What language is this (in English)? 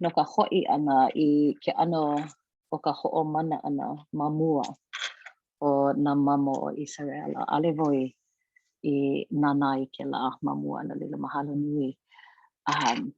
Hawaiian